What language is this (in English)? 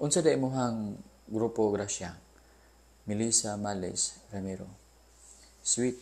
Cebuano